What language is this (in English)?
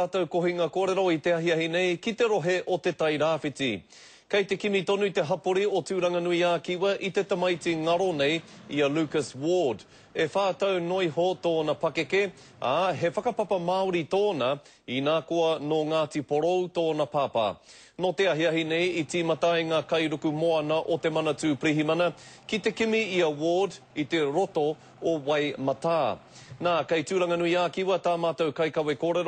Māori